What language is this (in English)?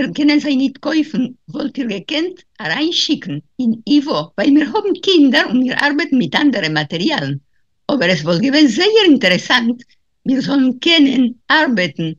Yiddish